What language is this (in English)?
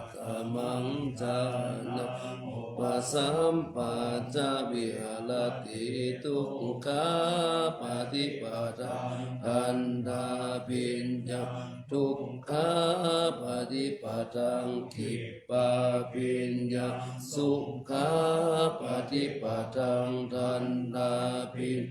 Pali